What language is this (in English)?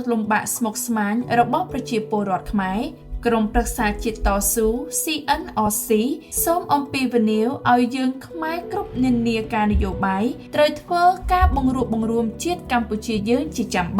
Khmer